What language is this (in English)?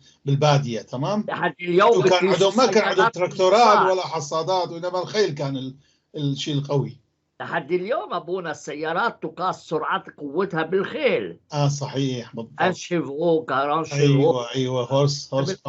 North Levantine Arabic